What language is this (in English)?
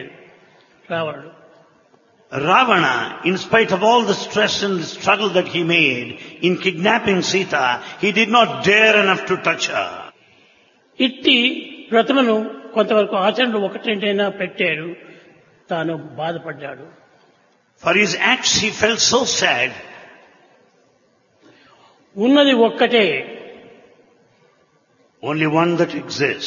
Telugu